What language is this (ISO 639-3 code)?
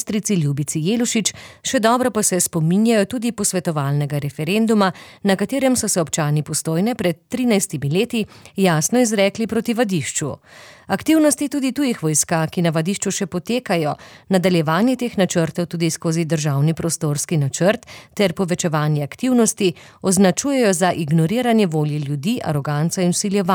slv